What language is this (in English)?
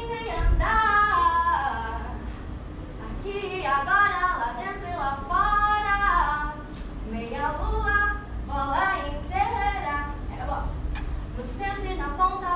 Portuguese